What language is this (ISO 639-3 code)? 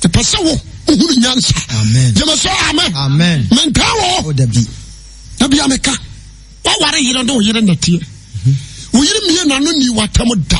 aka